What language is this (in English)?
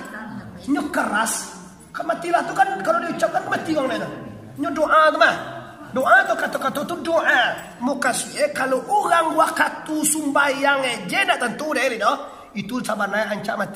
Minangkabau